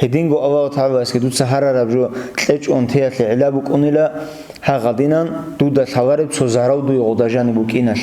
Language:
Avaric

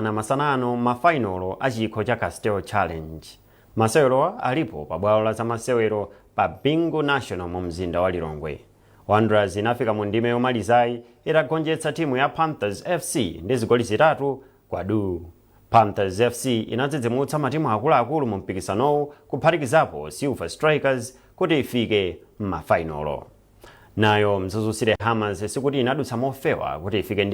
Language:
Nyanja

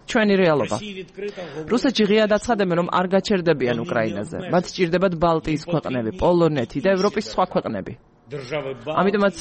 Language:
Georgian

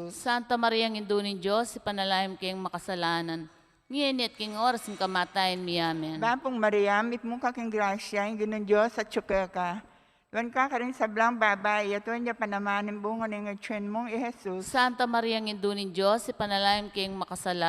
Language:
Pampanga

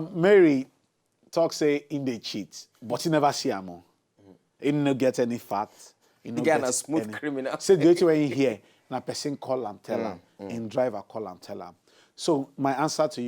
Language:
Nigerian Pidgin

